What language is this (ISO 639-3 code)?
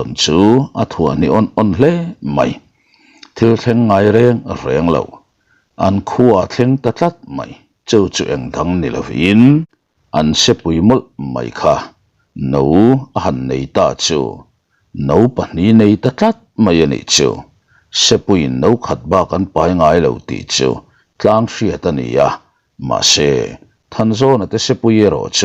lus